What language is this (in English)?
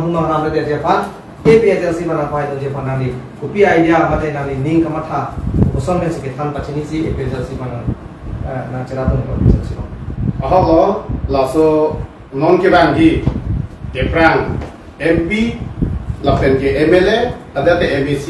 Karbi